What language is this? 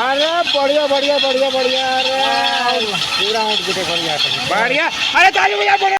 Chhattisgarhi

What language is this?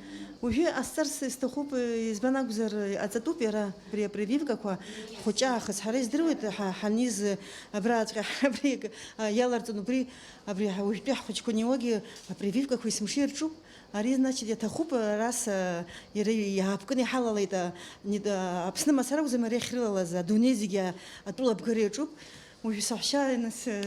Abkhazian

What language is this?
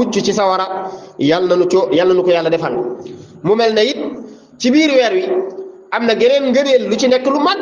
Wolof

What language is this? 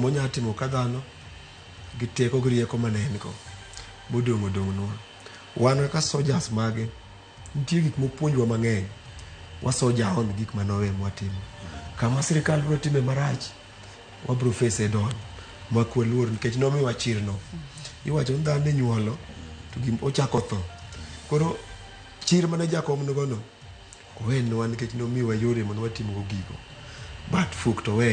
Luo (Kenya and Tanzania)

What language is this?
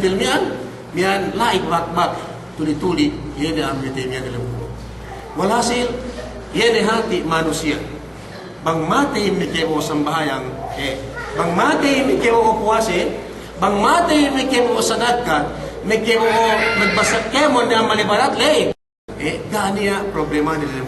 Yakan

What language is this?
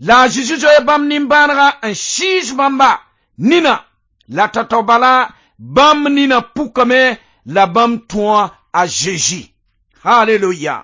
Mossi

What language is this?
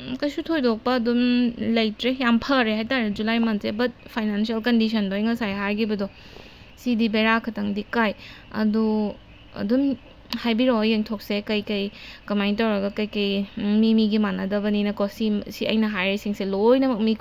Manipuri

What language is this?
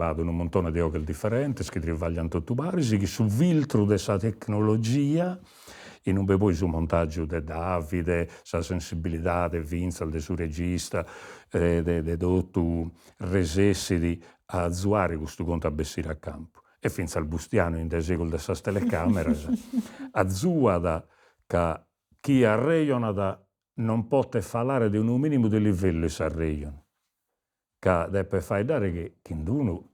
Sardinian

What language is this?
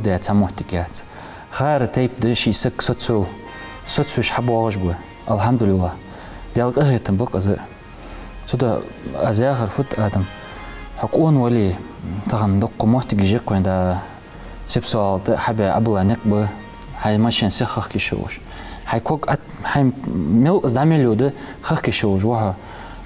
Ingush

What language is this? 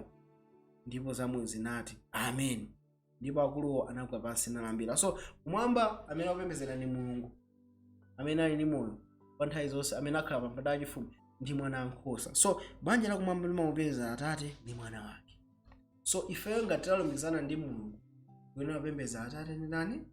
Nyanja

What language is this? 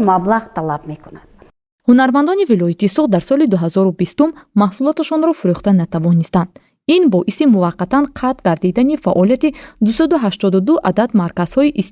Tajik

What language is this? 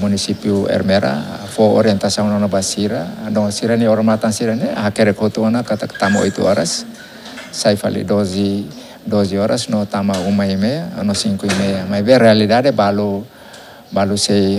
Tetum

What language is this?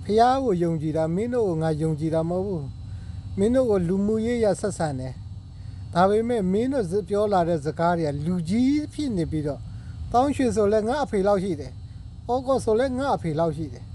Burmese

